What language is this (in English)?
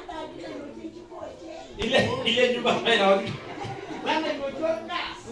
Masai